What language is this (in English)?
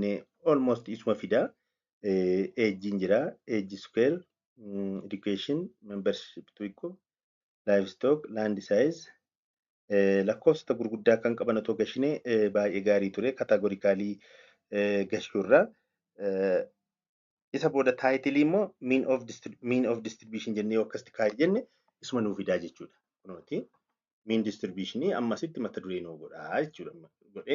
Oromo